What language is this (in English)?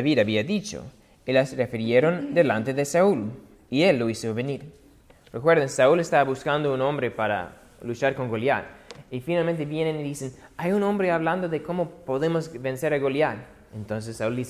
Spanish